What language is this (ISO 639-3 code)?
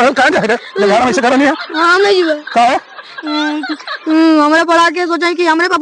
mag